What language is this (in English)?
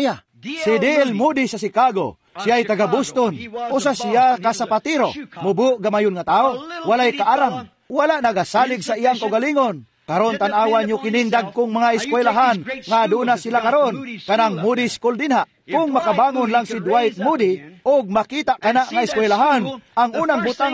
Cebuano